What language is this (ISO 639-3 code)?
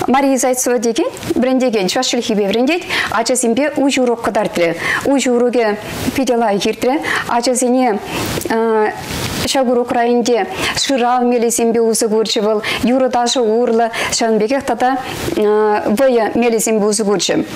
chv